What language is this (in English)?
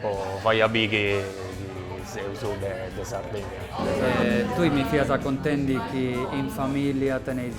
Sardinian